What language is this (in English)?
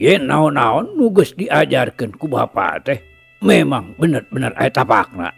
Sundanese